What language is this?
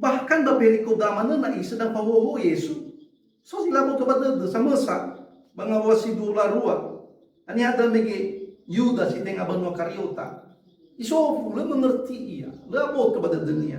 Nias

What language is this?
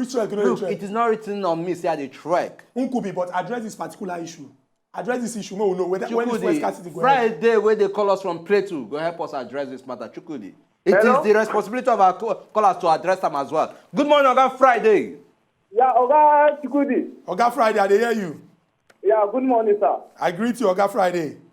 Nigerian Pidgin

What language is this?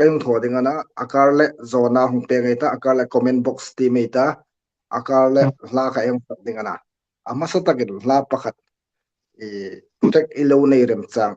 Hmar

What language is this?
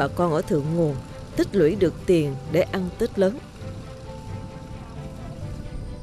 Vietnamese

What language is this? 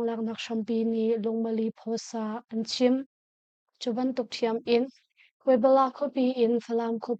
Hakha Chin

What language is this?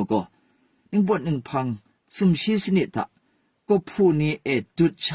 Kachin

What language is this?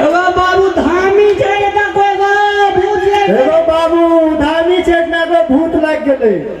Maithili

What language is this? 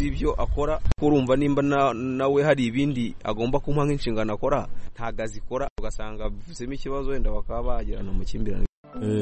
Kinyarwanda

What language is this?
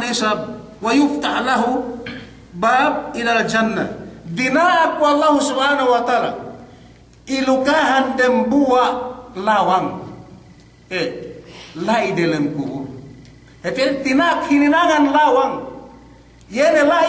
Yakan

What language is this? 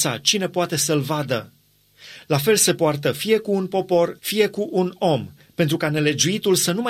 Romanian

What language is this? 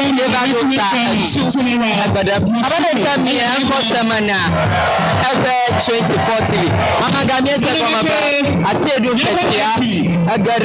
Ewe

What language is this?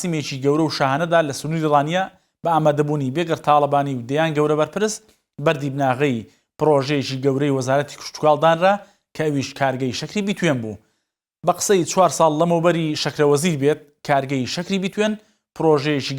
Central Kurdish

